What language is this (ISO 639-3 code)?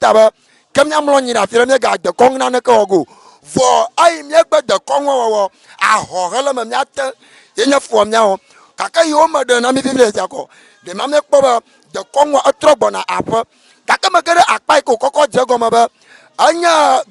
ewe